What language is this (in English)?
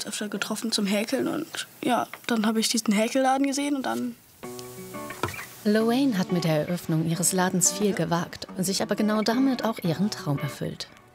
German